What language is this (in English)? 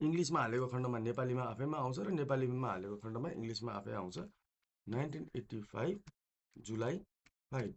Nepali